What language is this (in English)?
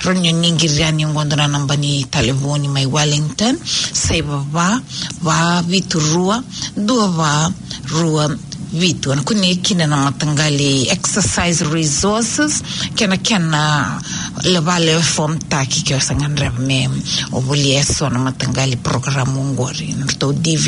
Fijian